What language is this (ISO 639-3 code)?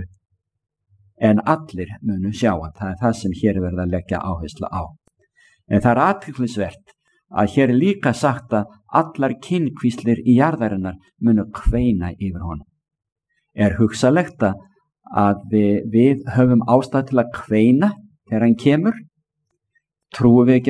isl